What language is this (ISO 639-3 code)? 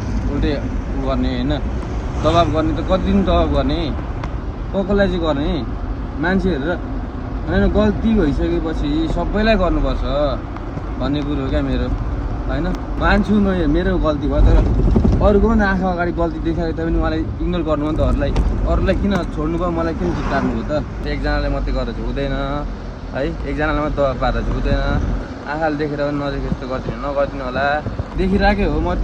nep